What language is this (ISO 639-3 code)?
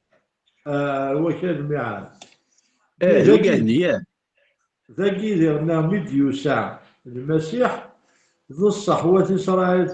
kab